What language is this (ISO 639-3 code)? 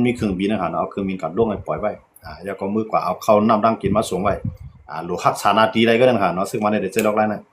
shn